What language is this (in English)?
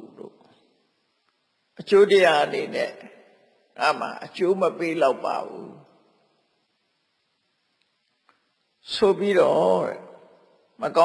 Burmese